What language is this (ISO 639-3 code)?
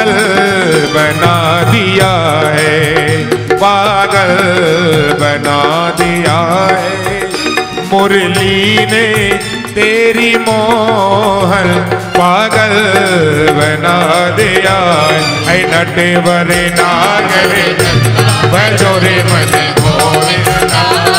hin